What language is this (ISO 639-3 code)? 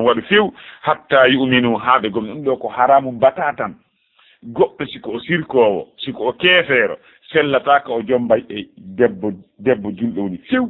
ful